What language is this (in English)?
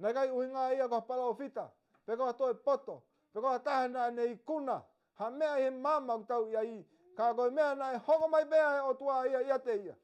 Tongan